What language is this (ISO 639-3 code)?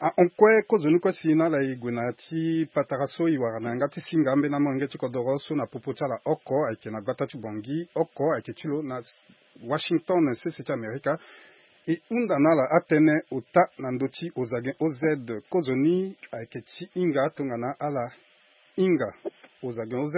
sag